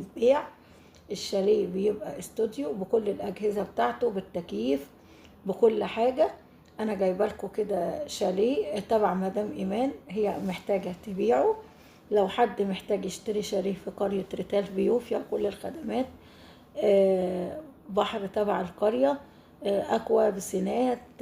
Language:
Egyptian Arabic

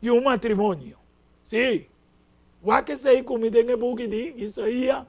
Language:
Papiamento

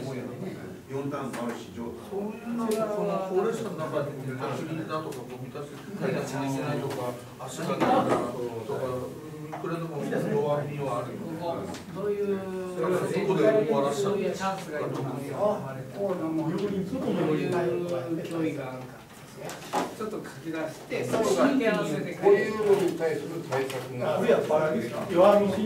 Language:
Japanese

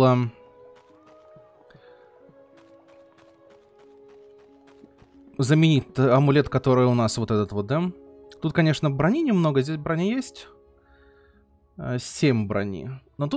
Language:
Russian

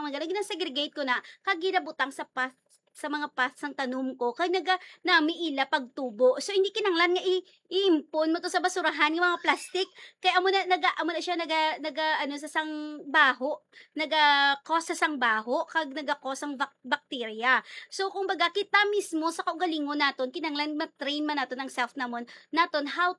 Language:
Hiligaynon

